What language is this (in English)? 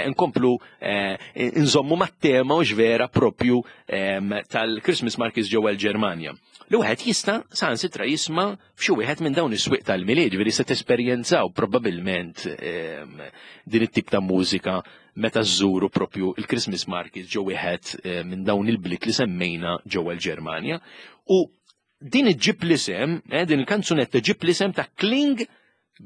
Maltese